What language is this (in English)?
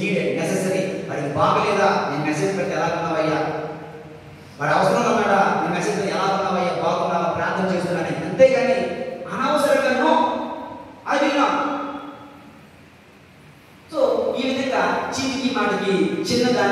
Telugu